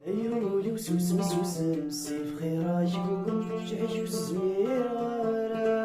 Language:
Kabyle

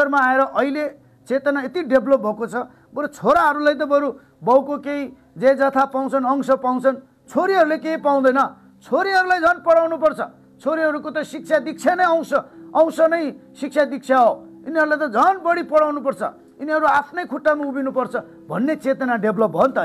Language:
Nepali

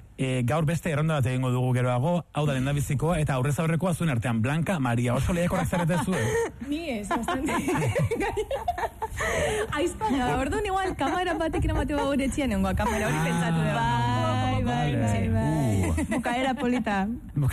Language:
Basque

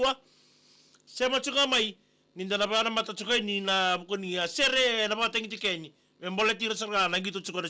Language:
Fijian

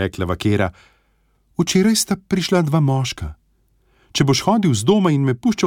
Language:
Slovenian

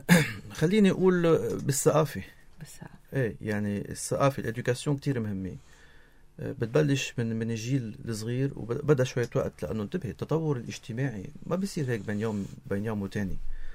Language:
North Levantine Arabic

